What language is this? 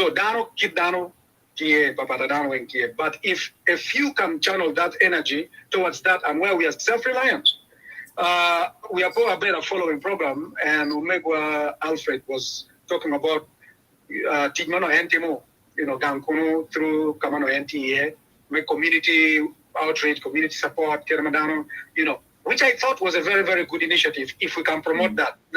Acoli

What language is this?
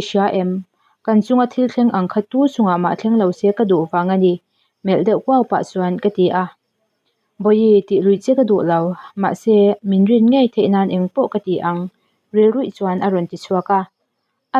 Mizo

